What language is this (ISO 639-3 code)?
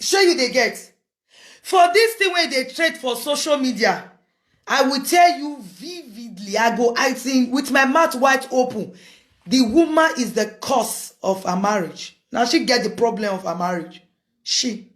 pcm